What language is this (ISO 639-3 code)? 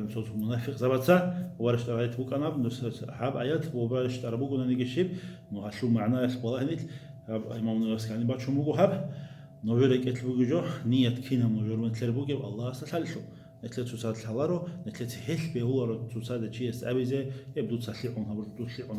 ava